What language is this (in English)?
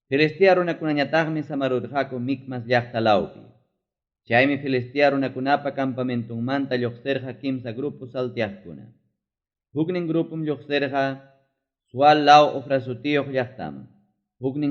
Ayacucho Quechua